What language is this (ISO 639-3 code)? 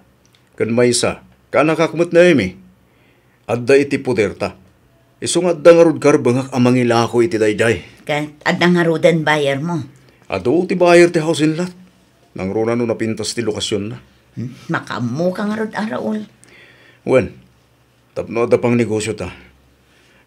ilo